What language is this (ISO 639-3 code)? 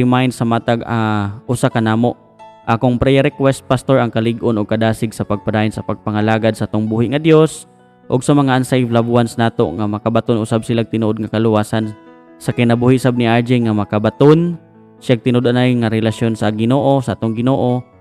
ceb